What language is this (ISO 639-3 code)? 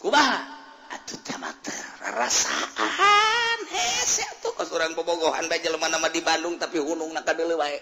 sun